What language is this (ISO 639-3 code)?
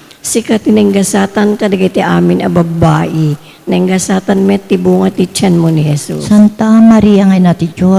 ilo